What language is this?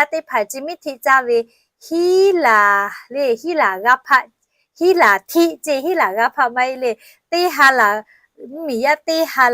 Lahu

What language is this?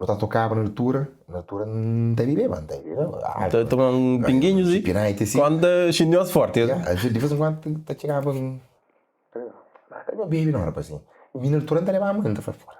Kabuverdianu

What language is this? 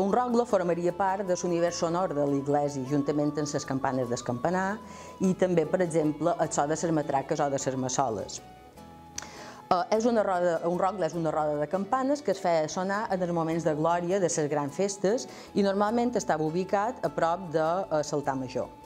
Catalan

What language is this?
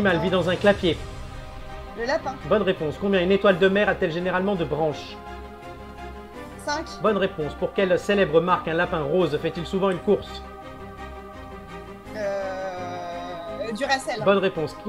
French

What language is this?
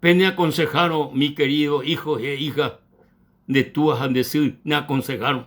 Guarani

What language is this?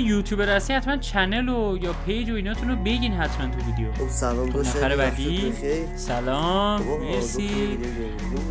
Persian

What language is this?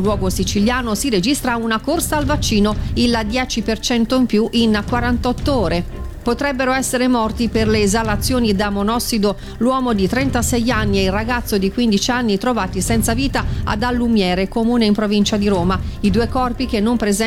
Italian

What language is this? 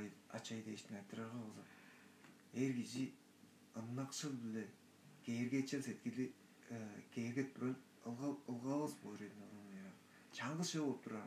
Tuvinian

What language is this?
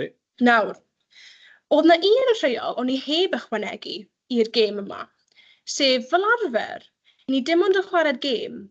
Welsh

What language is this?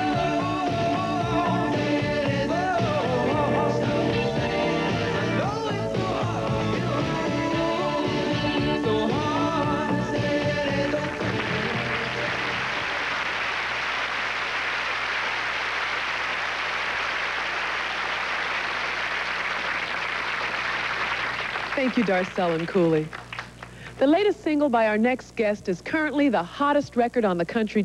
English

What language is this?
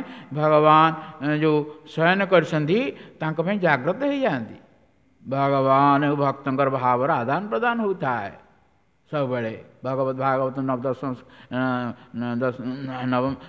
Odia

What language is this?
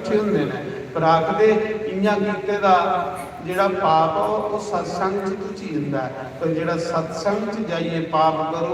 Dogri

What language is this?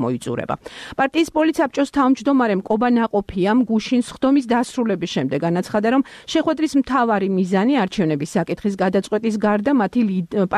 Georgian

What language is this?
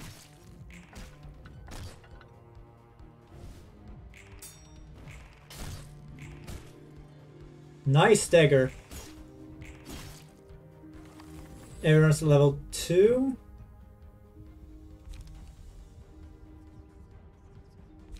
English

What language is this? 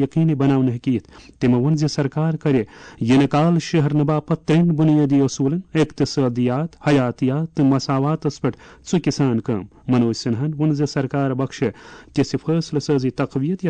Kashmiri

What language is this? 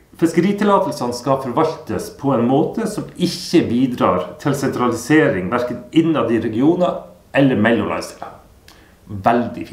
Norwegian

